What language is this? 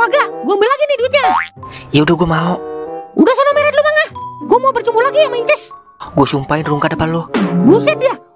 Betawi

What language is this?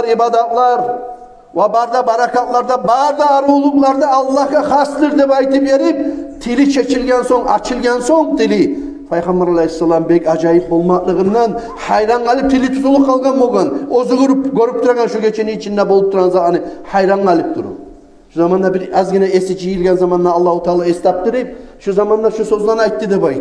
Kumyk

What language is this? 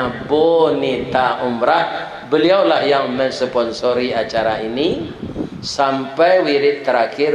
Minangkabau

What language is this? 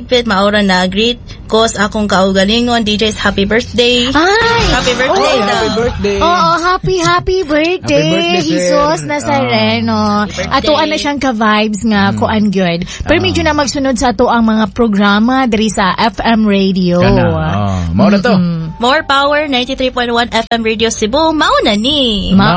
Cebuano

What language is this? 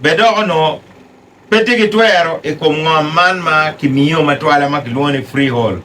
Acoli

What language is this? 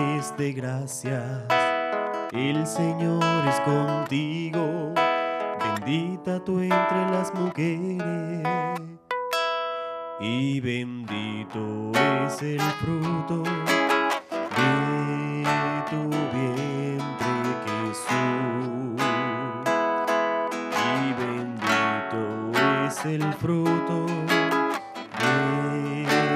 Spanish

